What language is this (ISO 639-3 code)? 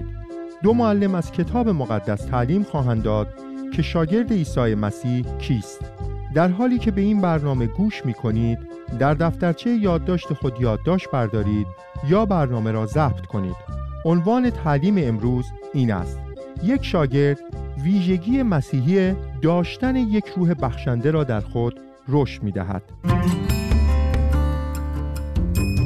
fas